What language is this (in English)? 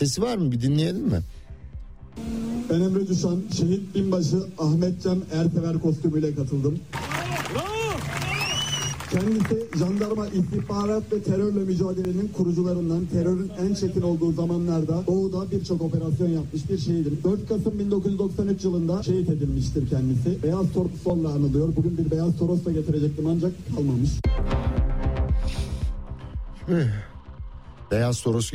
Turkish